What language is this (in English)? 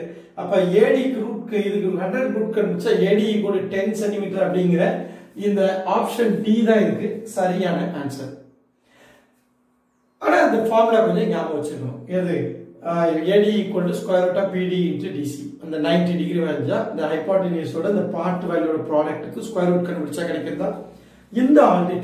Tamil